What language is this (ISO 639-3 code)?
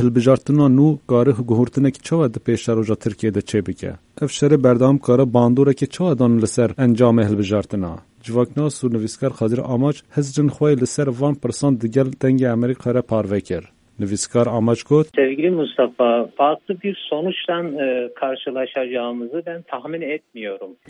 kur